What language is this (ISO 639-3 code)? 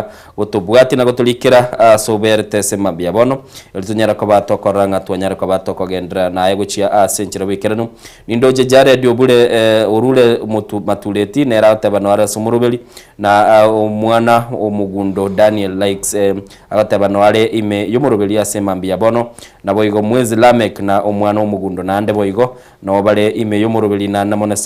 guz